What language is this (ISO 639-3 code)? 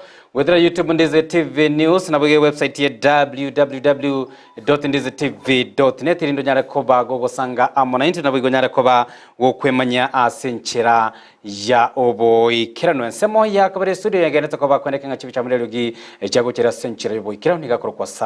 guz